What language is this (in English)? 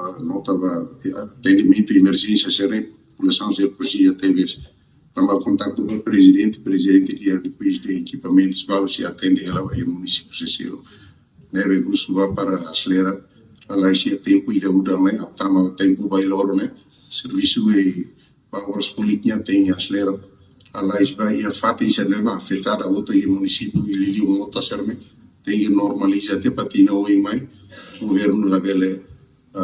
Tetum